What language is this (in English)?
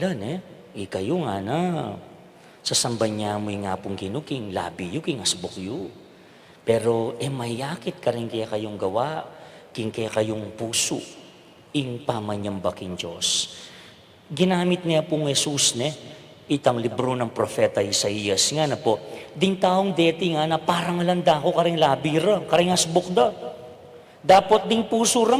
Pampanga